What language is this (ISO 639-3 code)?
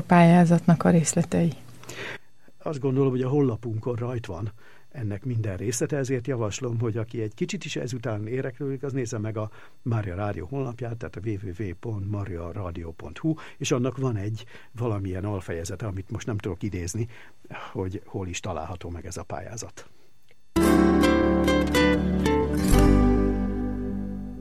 hun